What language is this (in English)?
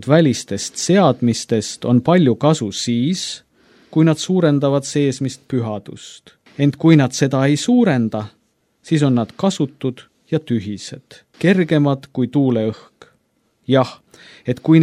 Estonian